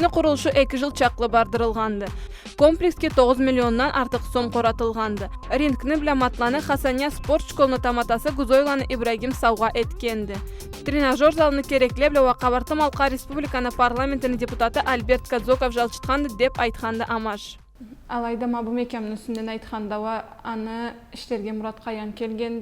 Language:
Karachay-Balkar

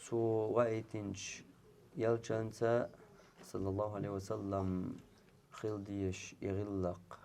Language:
Chechen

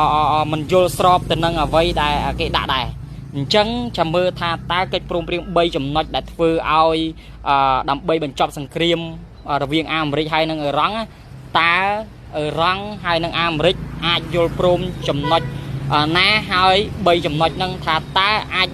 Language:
Khmer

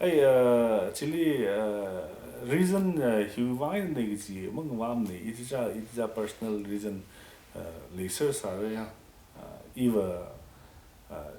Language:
Tangkhul Naga (India)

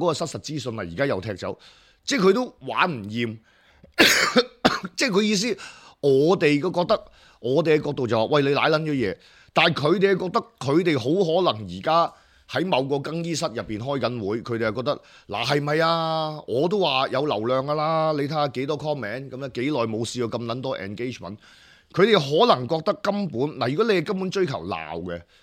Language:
Cantonese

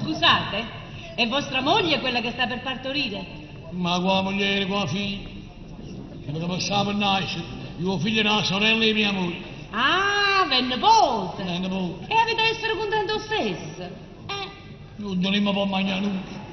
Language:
Neapolitan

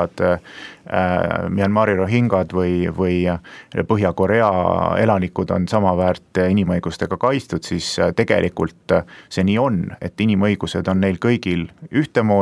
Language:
Estonian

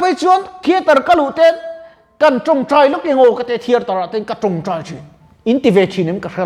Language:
Mizo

